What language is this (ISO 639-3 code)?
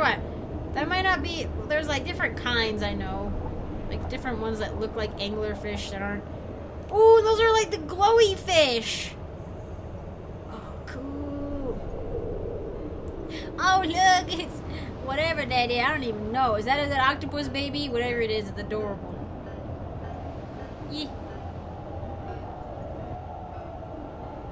eng